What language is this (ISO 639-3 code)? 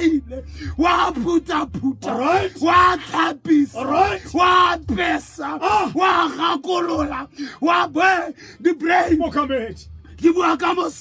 tsn